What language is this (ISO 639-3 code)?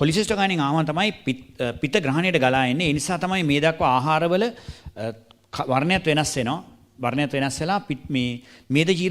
sin